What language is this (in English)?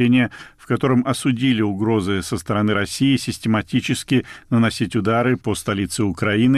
Russian